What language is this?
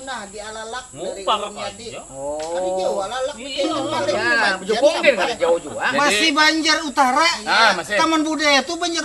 Banjar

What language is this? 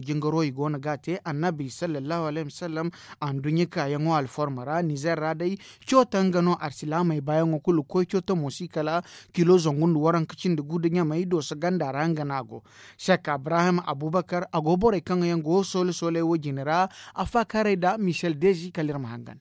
Zarma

